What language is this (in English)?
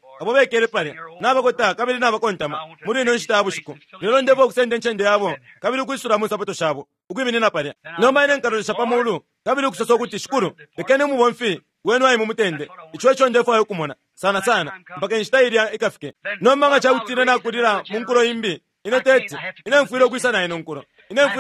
Bemba